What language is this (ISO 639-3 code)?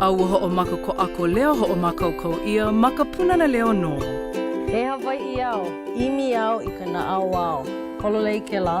haw